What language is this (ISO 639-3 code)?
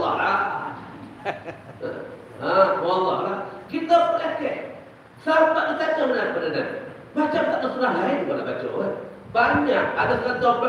msa